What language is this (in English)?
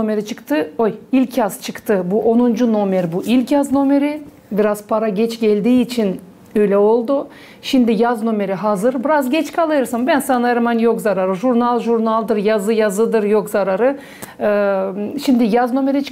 Gagauz